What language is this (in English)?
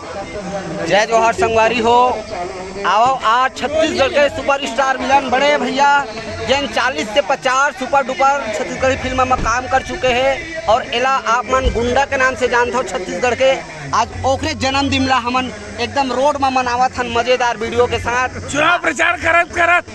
Chhattisgarhi